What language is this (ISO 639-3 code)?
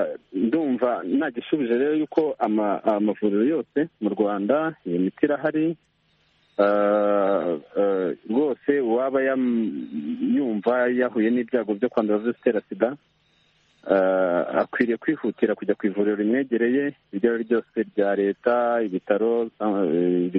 kin